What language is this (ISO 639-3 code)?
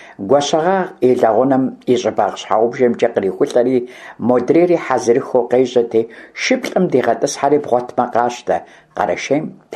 kbd